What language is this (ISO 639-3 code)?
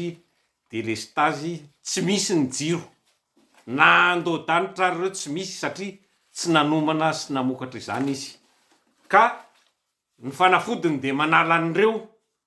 mlg